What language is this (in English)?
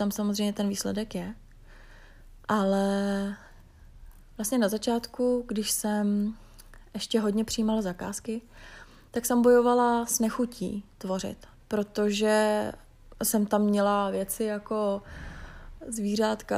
Czech